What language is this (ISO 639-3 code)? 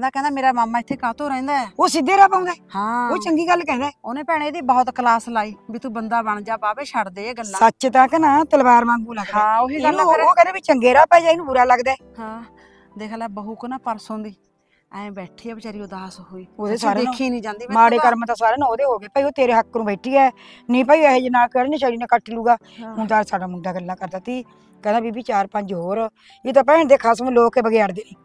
pan